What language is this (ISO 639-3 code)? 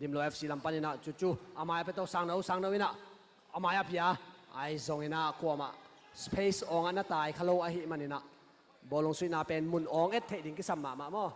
ctd